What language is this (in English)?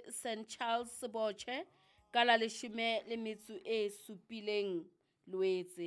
Southern Sotho